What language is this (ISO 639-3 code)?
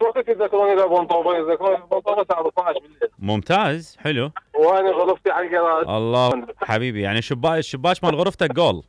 acm